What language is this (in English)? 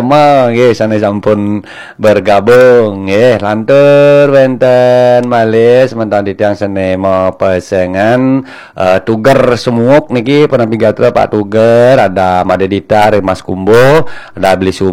Balinese